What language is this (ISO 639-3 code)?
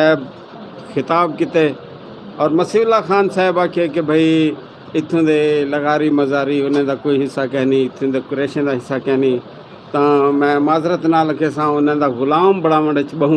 skr